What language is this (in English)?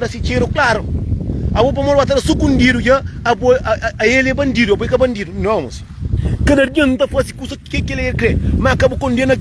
Kabuverdianu